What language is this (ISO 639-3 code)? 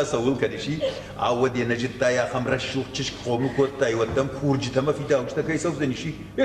oss